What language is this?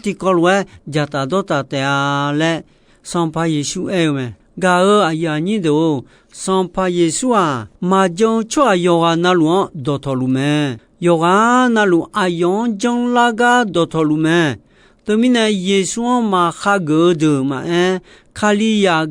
Akha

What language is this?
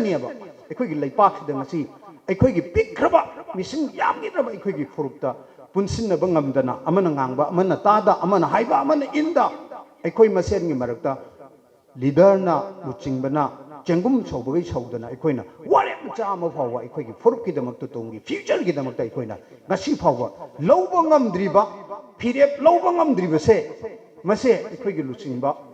Manipuri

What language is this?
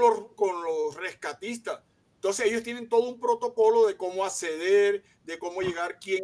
Spanish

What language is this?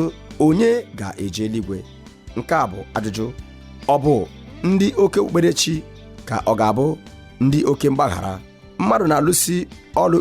Igbo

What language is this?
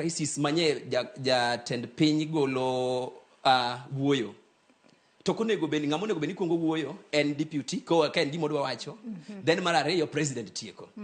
Luo (Kenya and Tanzania)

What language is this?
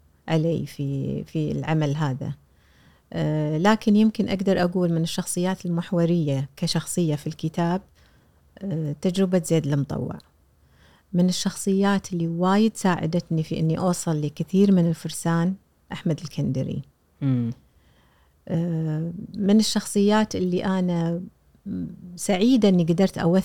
Gulf Arabic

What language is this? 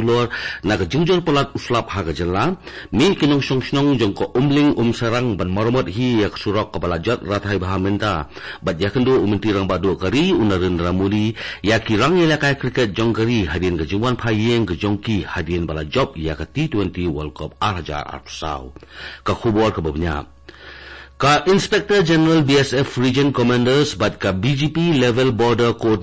Khasi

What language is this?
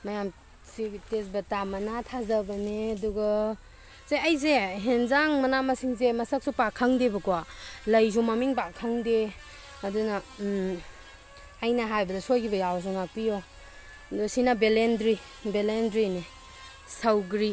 Manipuri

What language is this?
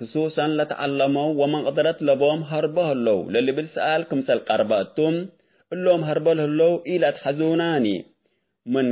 Tigre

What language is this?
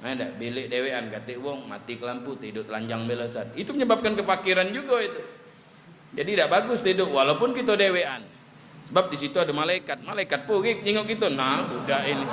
Musi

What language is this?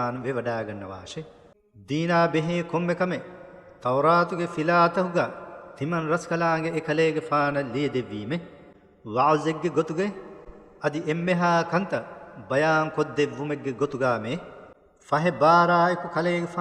Divehi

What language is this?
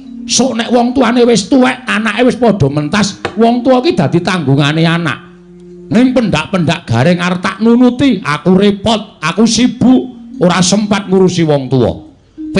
Javanese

